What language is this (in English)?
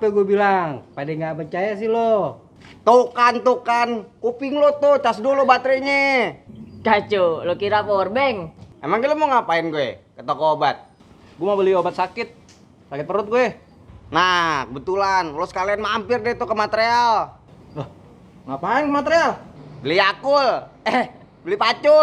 Betawi